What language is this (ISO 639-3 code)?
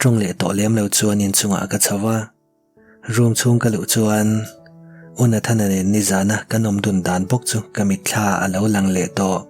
lus